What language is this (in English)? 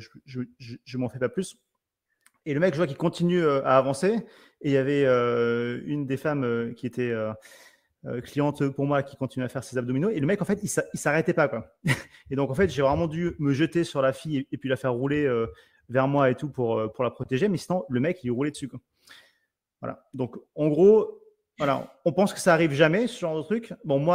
French